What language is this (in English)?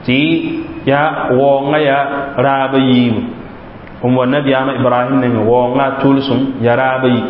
Mossi